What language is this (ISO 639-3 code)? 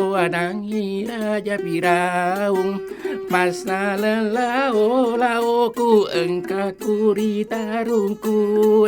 bug